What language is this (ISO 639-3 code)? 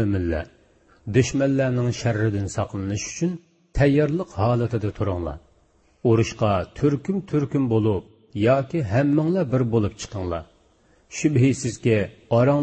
uig